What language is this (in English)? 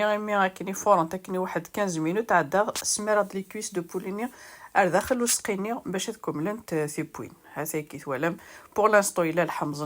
Kabyle